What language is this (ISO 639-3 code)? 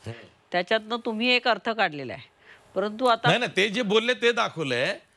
mar